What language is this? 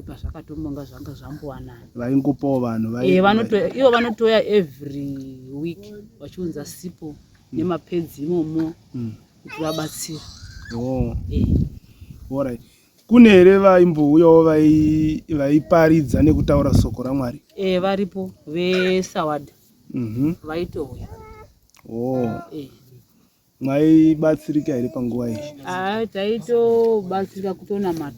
Shona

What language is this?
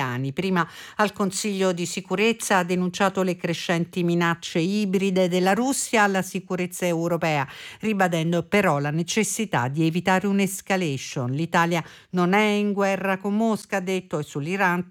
Italian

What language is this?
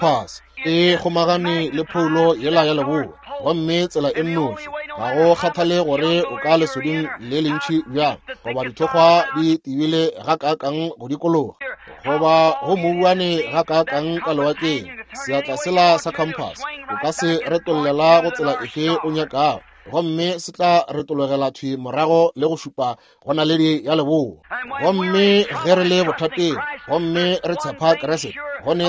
Northern Sotho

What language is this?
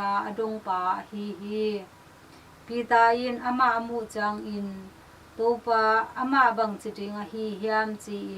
Tedim Chin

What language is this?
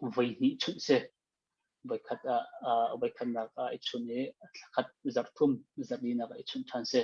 Hakha Chin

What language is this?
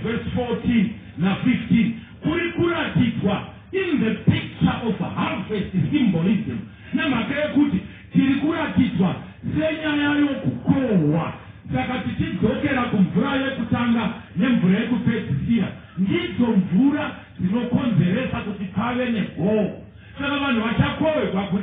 Shona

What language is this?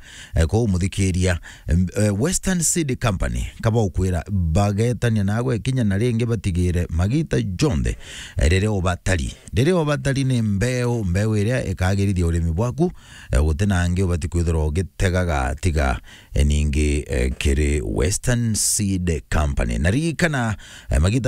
Meru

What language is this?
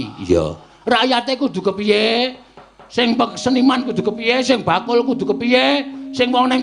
Javanese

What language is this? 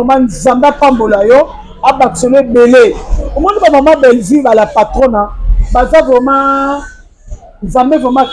Lingala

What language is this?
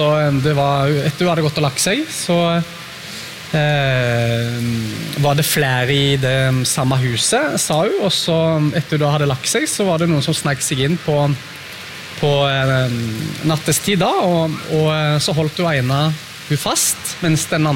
Norwegian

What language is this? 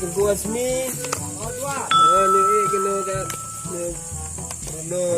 Achinese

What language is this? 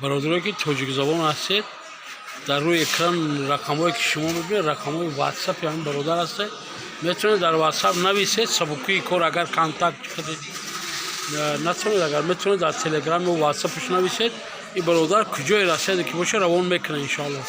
Tajik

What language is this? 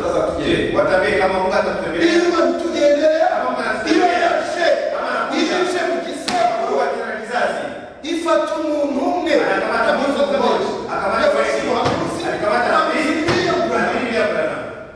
Kinyarwanda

